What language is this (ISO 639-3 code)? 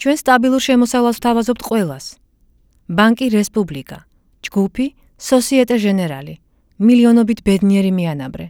kat